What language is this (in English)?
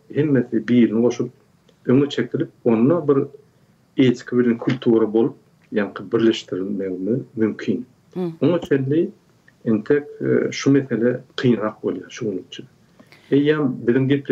Turkmen